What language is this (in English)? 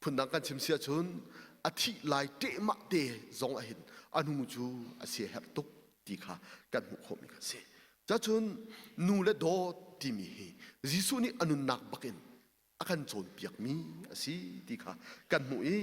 Hakha Chin